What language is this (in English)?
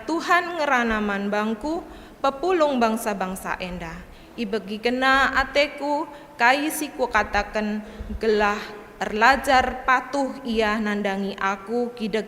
Batak Karo